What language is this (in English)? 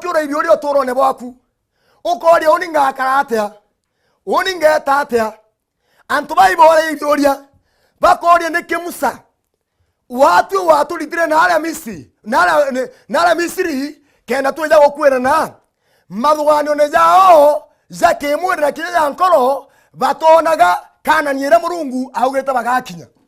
Meru